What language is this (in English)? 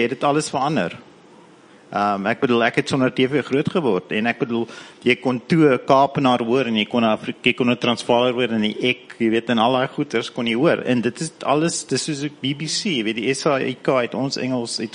Afrikaans